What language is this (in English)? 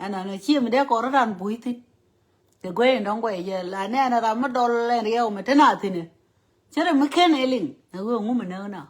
Nuer